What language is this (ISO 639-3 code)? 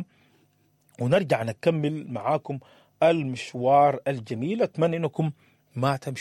apd